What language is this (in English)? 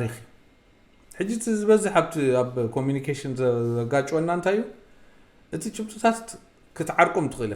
Tigrinya